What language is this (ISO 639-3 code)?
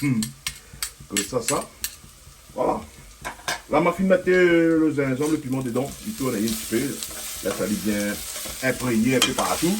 rcf